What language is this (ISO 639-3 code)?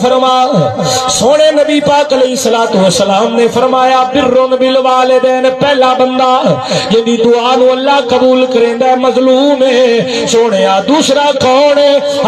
skr